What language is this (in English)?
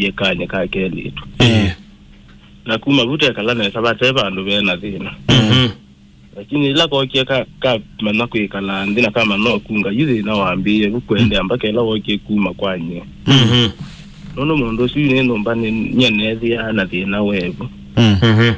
Kamba